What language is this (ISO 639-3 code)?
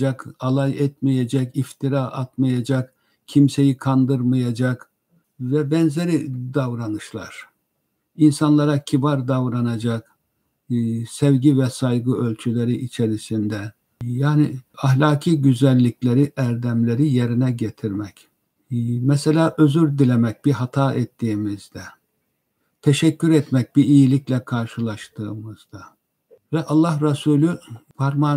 tur